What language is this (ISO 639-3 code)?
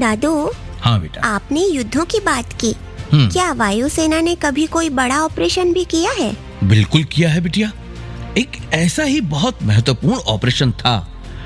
hin